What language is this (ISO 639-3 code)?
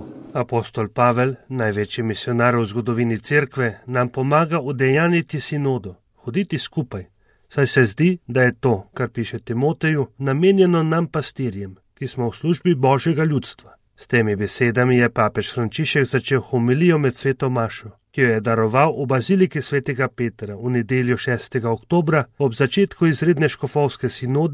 slv